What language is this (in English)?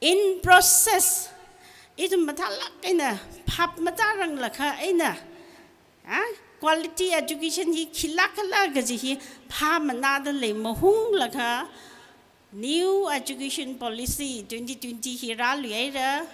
Tangkhul Naga (India)